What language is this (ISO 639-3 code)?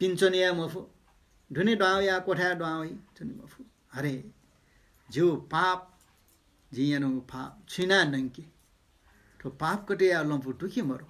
new